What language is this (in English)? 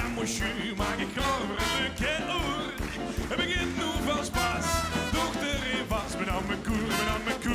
Limburgish